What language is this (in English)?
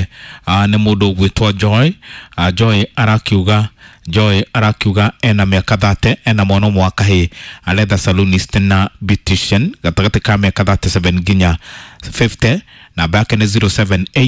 Kikuyu